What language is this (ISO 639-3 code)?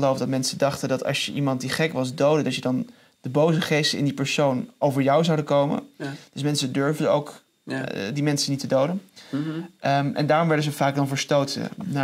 nld